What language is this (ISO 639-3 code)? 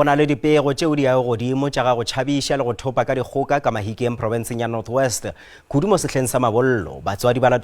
nso